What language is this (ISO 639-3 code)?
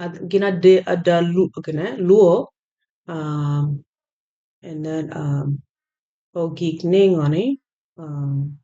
ach